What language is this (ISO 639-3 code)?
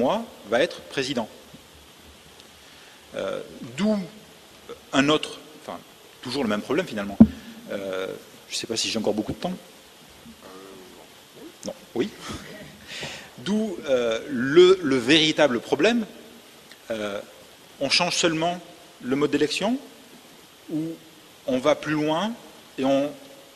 fra